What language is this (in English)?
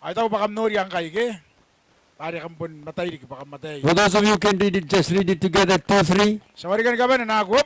Gilbertese